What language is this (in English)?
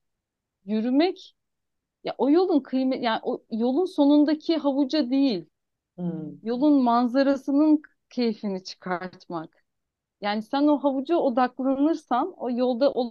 Turkish